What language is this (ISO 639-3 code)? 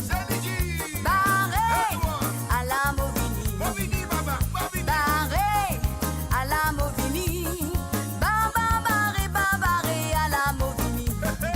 mfe